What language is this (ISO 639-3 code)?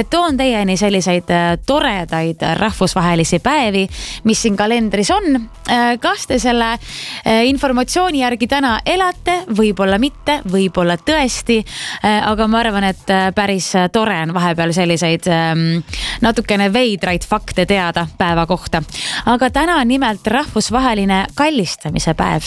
est